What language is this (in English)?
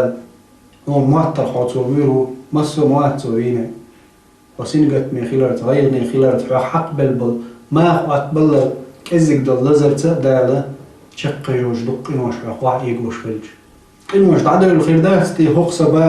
Chechen